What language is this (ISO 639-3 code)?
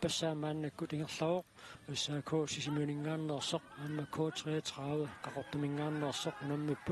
kal